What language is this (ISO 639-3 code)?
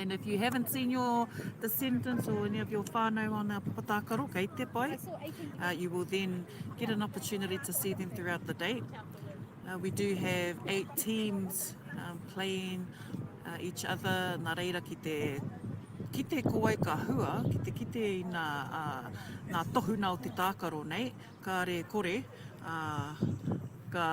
mri